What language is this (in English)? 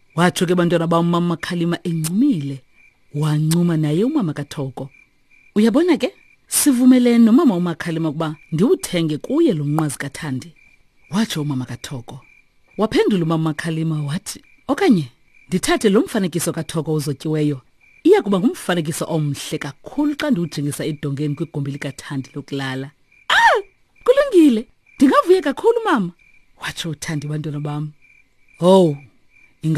Xhosa